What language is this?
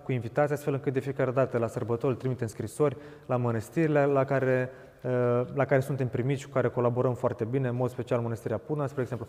Romanian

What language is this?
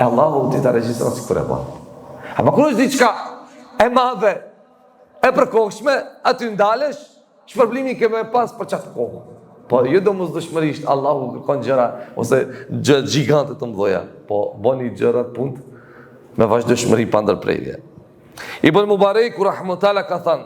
Albanian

